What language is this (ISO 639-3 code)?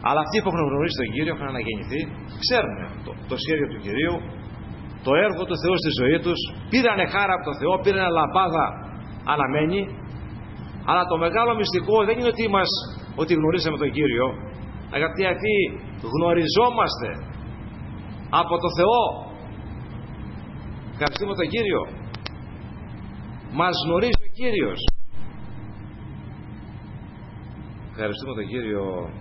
ell